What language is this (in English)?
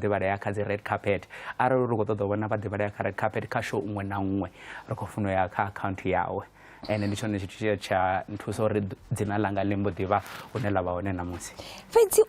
Venda